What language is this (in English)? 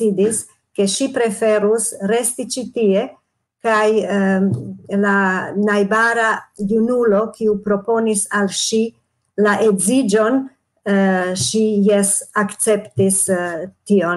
Esperanto